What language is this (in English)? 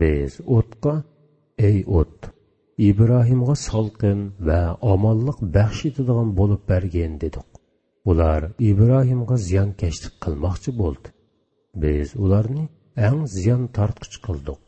Uyghur